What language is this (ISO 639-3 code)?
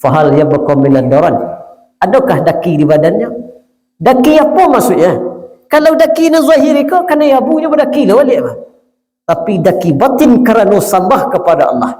min